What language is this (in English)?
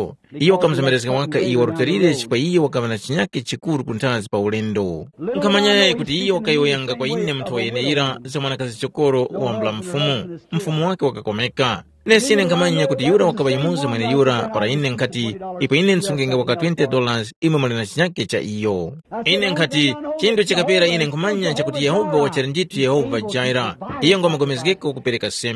Tumbuka